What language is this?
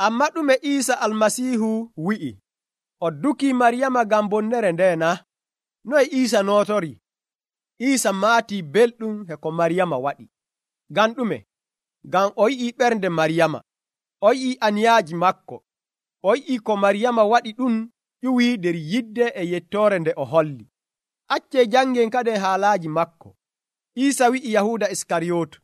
Nigerian Fulfulde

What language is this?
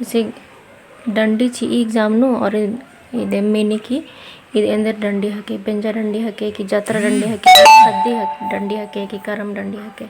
Kurukh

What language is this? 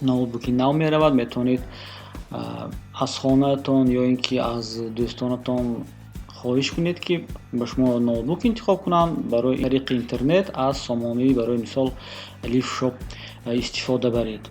Tajik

